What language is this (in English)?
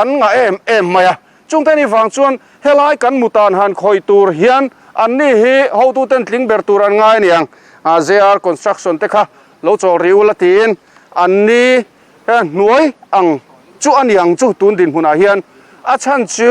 Mizo